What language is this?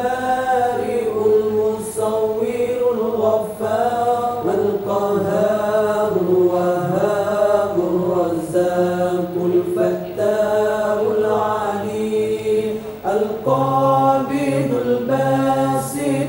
Malay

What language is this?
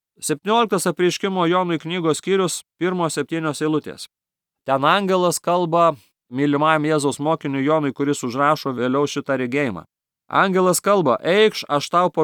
Lithuanian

